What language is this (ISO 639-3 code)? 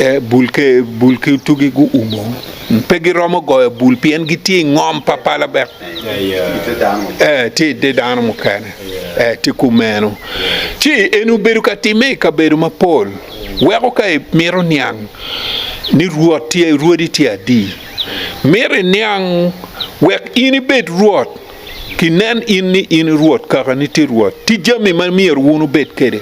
ach